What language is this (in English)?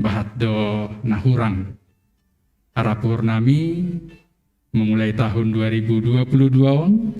Batak Simalungun